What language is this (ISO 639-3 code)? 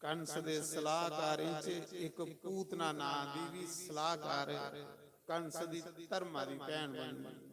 doi